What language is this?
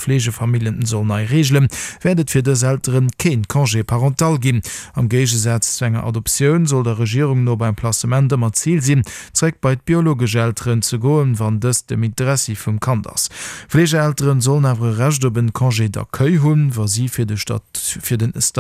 Luxembourgish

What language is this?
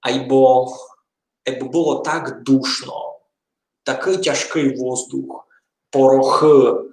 Rusyn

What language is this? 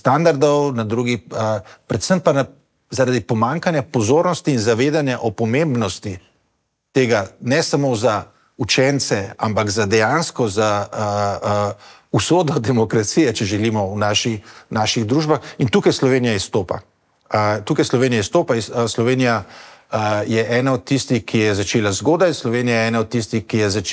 Slovenian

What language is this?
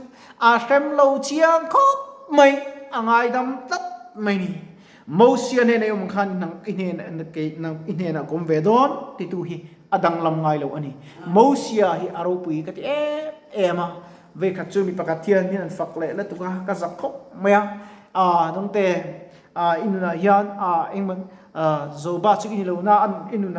Mizo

